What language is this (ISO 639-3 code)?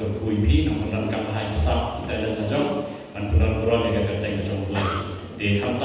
kha